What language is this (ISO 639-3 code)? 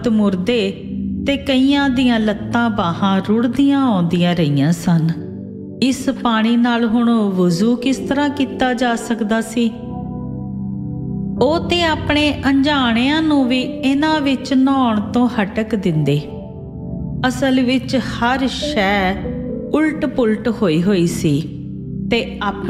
pan